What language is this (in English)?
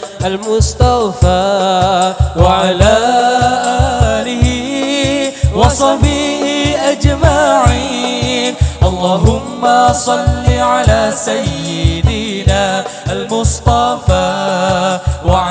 Malay